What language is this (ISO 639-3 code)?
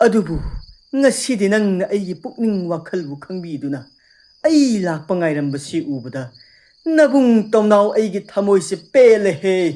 mni